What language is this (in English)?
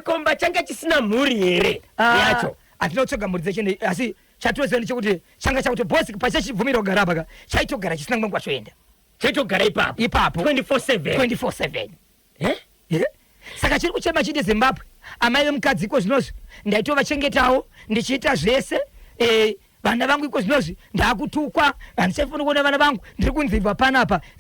Shona